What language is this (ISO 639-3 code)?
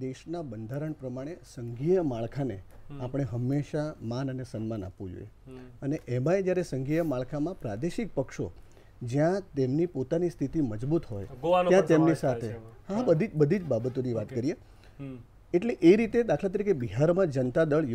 guj